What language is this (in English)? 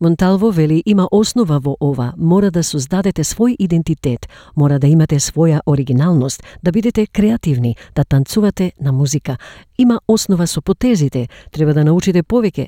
Macedonian